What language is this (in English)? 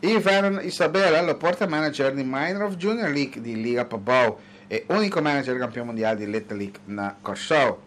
Papiamento